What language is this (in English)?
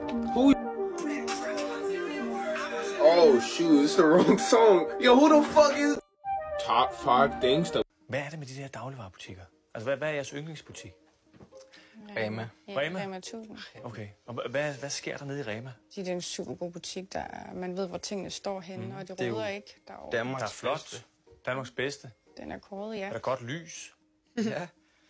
Danish